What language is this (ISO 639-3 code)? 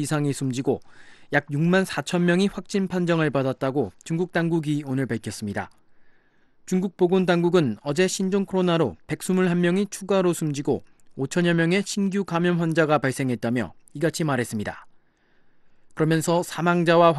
kor